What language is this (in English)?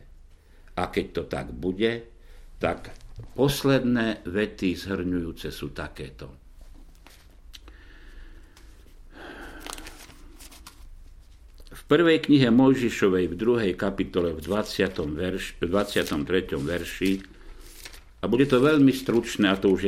Slovak